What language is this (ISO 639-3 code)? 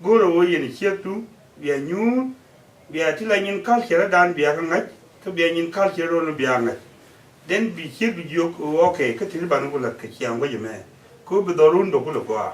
nus